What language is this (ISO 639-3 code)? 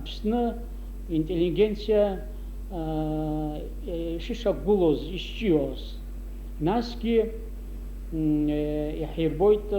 abk